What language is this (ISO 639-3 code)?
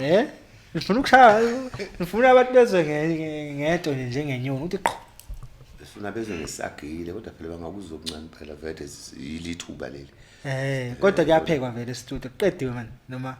zul